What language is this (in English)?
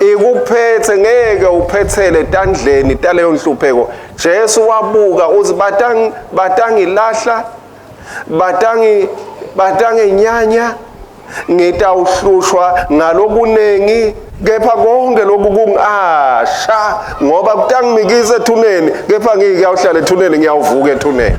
Swati